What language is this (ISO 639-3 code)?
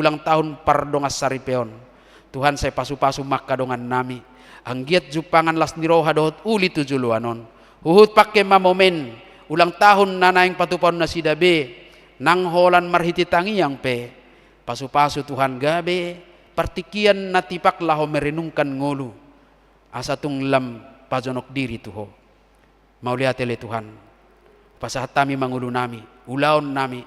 bbc